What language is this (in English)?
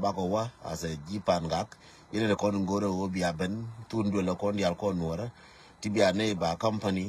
Nuer